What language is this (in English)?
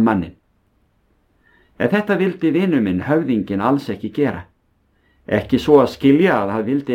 Icelandic